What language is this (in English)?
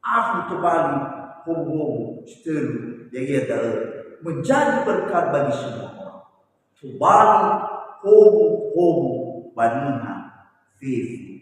Nias